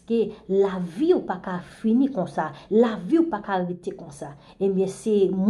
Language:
Haitian Creole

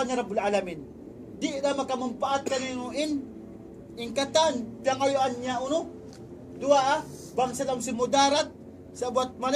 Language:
Tausug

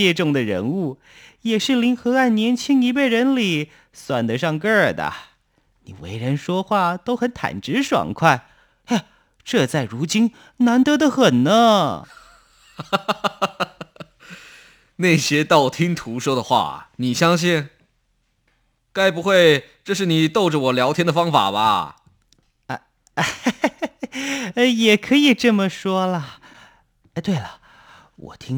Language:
Chinese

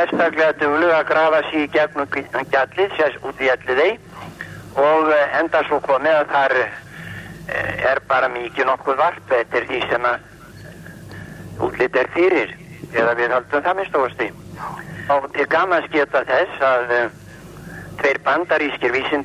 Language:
Icelandic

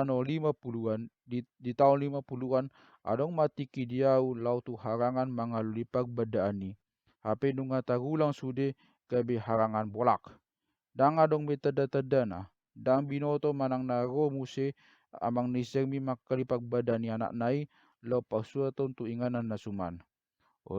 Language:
Batak Toba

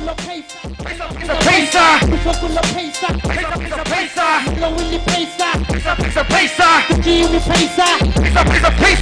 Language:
Tangkhul Naga (India)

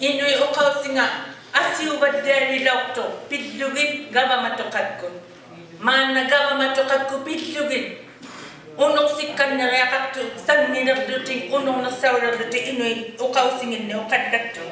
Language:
Inuktitut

